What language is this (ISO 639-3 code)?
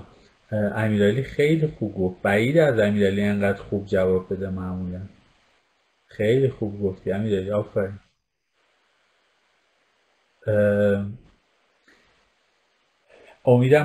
fas